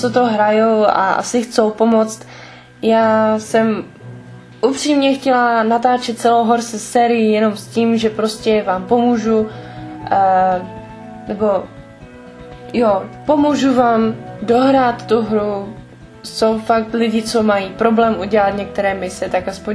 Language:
Czech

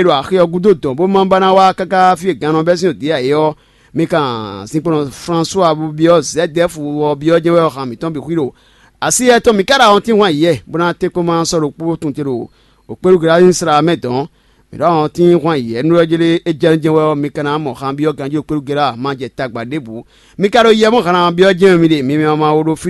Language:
Fon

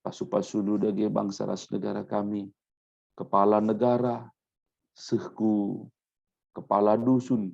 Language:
Batak Karo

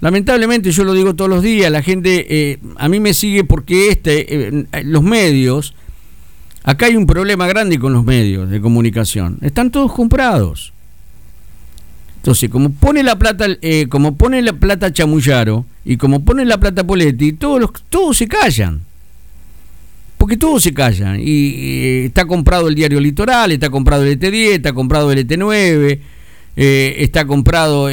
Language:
Spanish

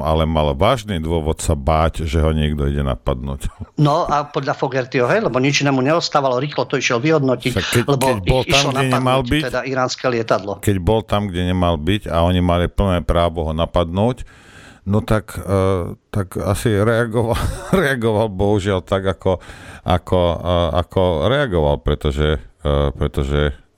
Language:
Slovak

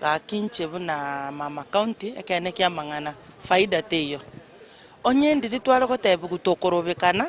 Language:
Gusii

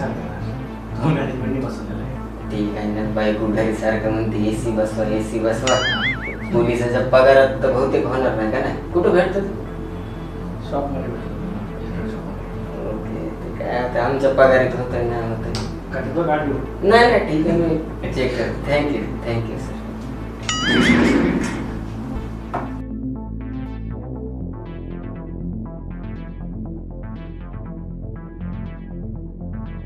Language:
Marathi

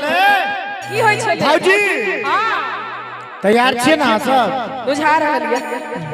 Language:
Maithili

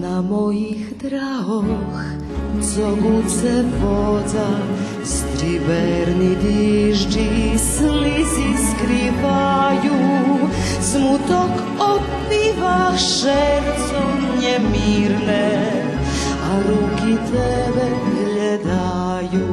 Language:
Rusyn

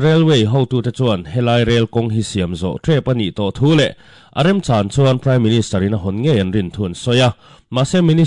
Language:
Mizo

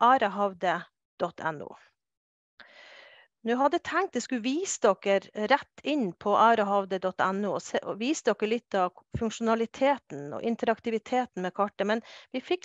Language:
Norwegian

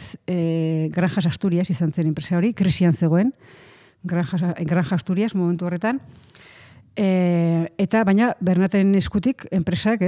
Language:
Basque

